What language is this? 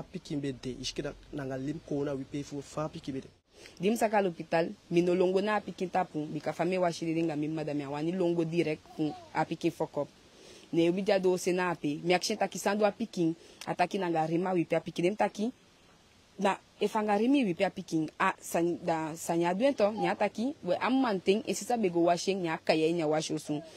Eastern Maroon Creole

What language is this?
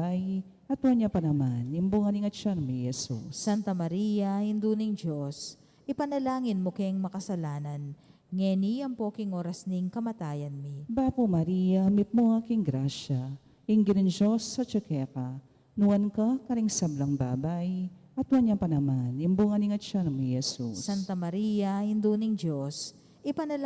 Pampanga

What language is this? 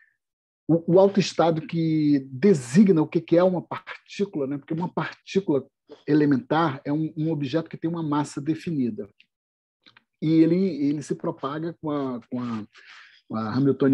Portuguese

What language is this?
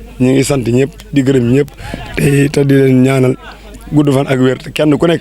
Wolof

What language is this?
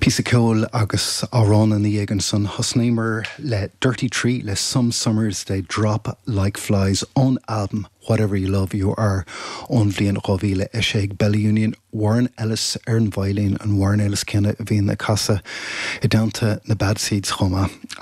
Irish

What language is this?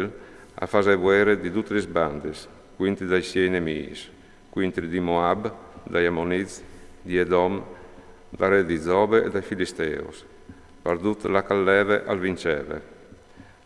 Friulian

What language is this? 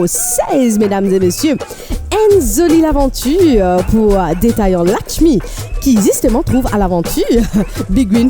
Morisyen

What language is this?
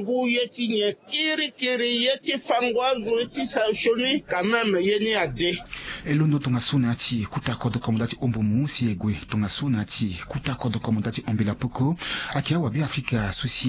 Sango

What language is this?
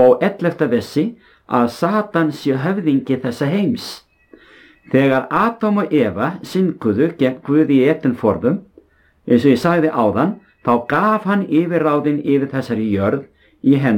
Icelandic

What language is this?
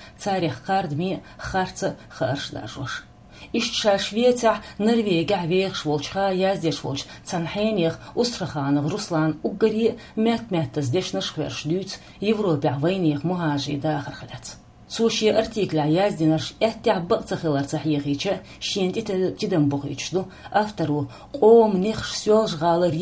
Chechen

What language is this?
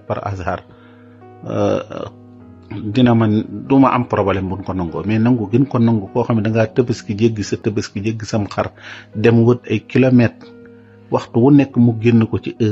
Wolof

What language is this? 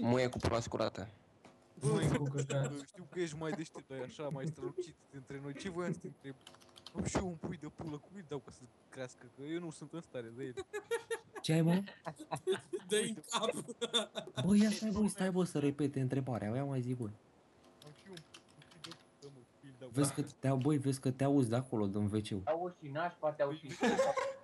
Romanian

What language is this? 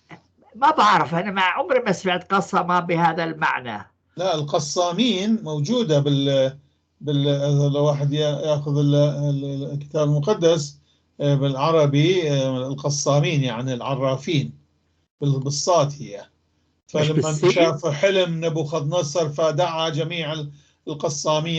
North Levantine Arabic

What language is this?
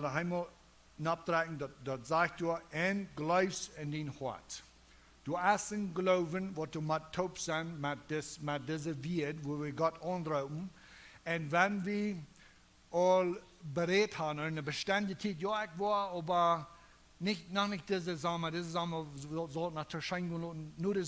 Plautdietsch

